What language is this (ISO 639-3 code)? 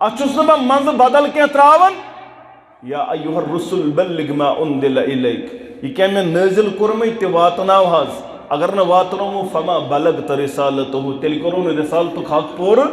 kas